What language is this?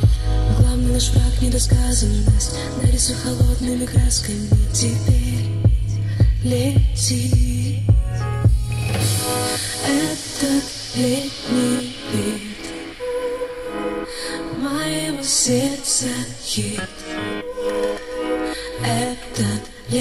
Russian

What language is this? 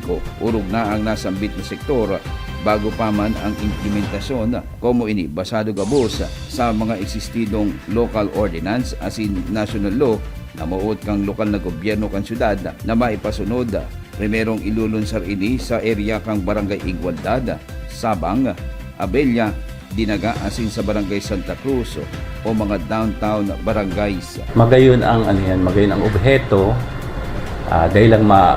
Bikol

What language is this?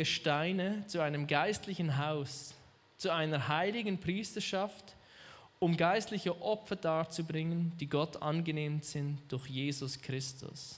Swiss German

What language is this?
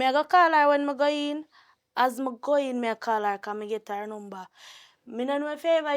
Jamaican Creole English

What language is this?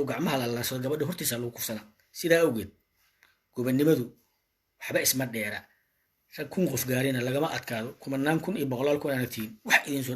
Somali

